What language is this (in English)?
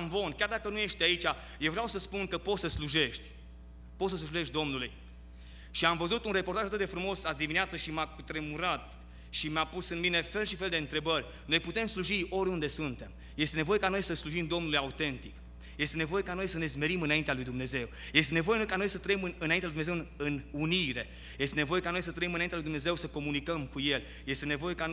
Romanian